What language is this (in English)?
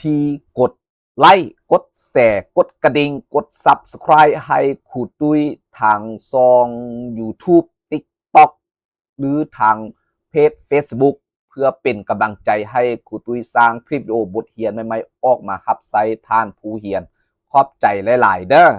Lao